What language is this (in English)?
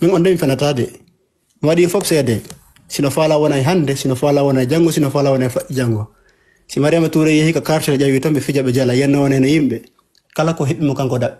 Fula